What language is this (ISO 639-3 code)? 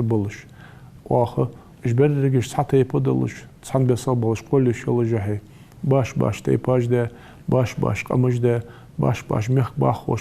inh